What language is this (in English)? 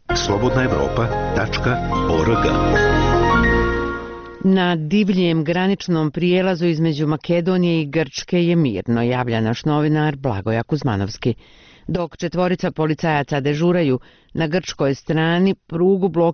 Bosnian